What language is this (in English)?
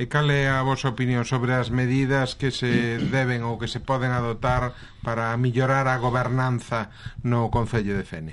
Galician